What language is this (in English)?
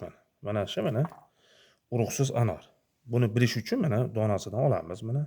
Uzbek